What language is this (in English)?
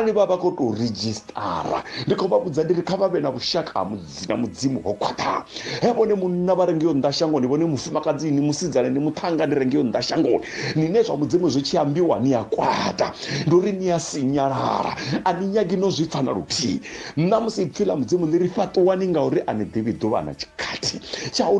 Venda